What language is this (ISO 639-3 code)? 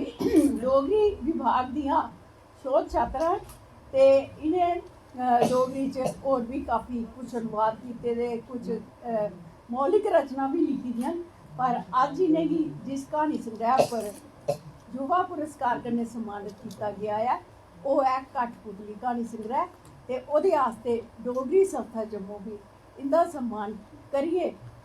doi